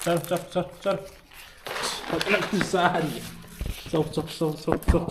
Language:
Manipuri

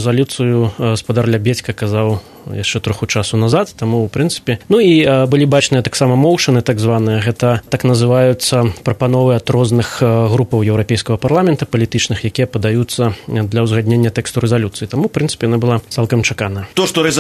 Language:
Belarusian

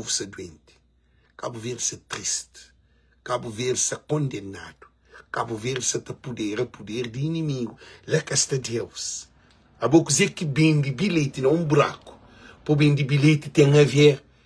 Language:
Kabuverdianu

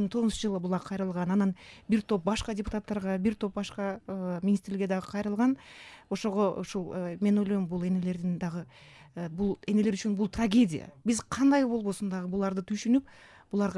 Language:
Kyrgyz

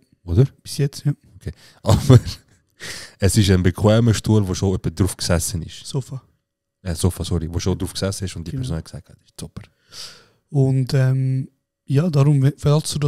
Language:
Swiss German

